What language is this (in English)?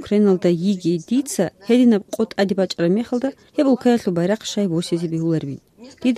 Avaric